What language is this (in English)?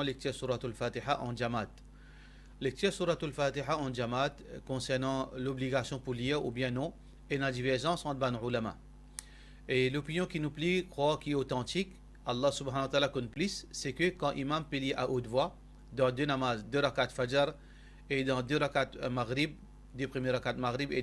Morisyen